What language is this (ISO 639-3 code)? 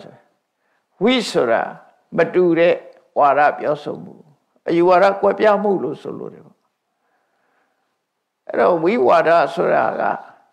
mya